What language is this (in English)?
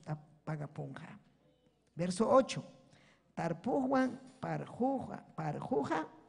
Ayacucho Quechua